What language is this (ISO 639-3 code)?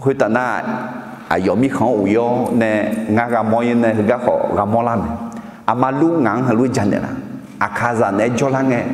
ahk